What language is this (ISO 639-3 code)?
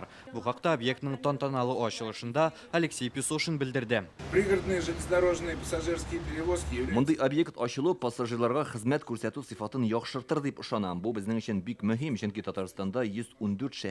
tat